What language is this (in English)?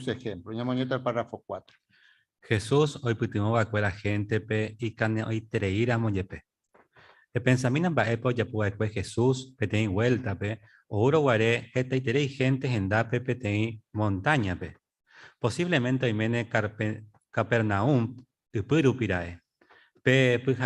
Guarani